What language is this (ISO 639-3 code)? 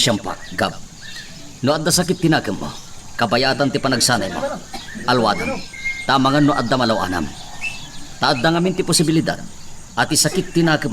ilo